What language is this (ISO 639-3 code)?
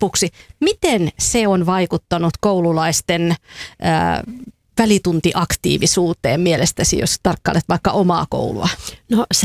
fin